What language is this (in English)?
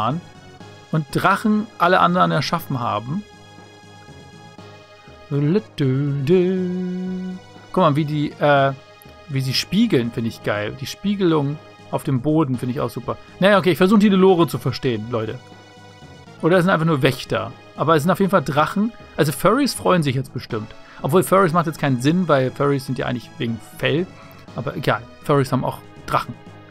German